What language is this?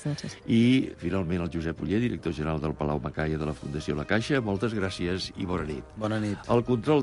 Catalan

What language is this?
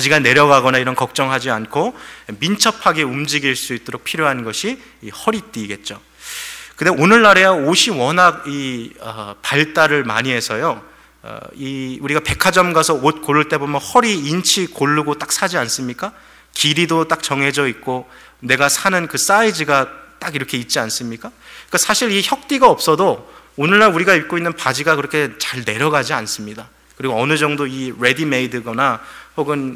Korean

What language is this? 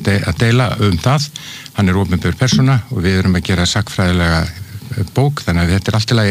Icelandic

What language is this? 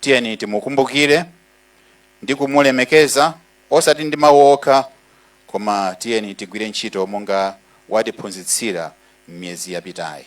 Nyanja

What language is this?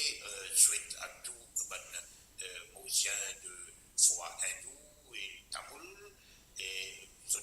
Morisyen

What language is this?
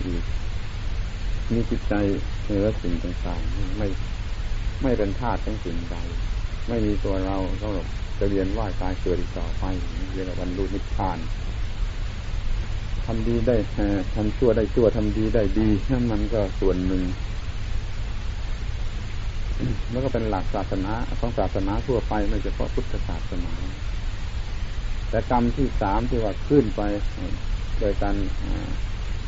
Thai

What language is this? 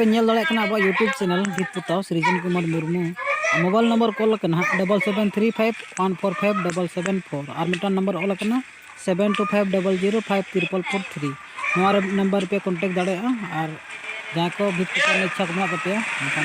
Santali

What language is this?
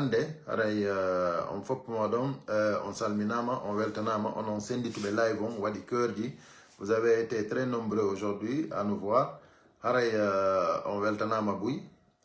Fula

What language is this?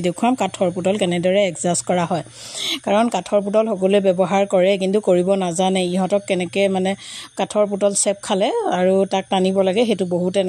Assamese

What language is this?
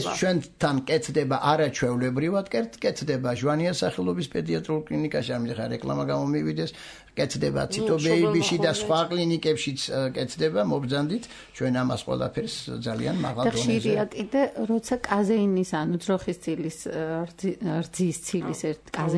Georgian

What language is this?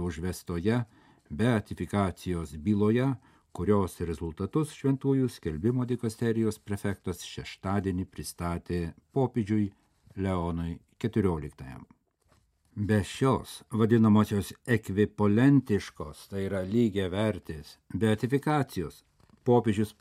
Lithuanian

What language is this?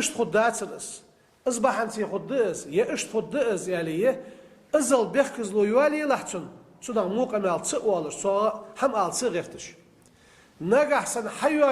Ingush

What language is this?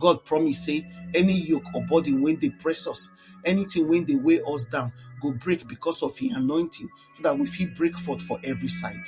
Nigerian Pidgin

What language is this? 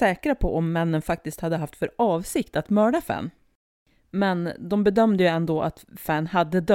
Swedish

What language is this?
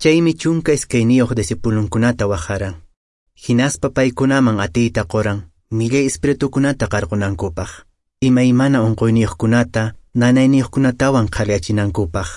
Quechua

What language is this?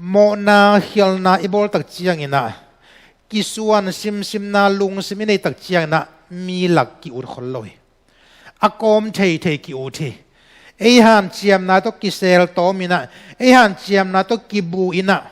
Tedim Chin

